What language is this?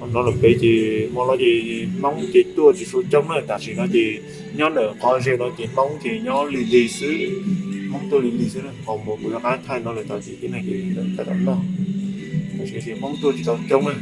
Hmong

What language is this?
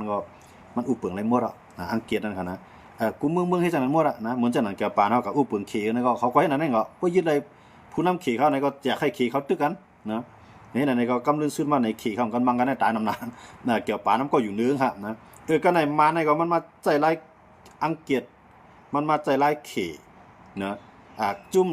Shan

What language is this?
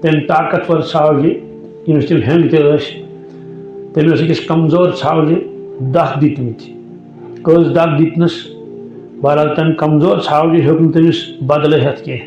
Kashmiri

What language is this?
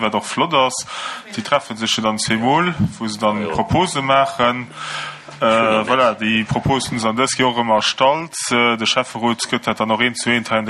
Luxembourgish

